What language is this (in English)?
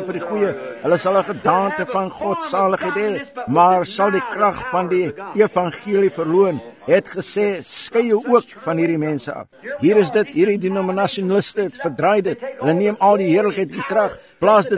Afrikaans